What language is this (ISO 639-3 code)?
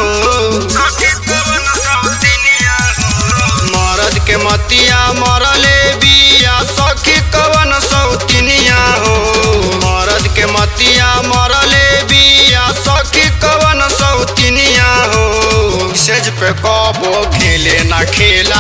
bho